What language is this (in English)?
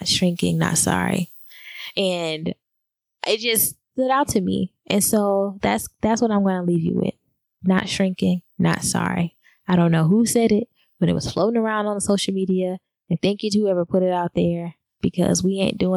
English